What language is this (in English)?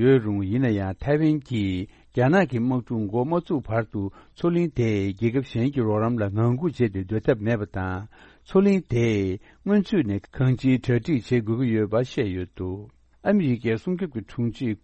Tibetan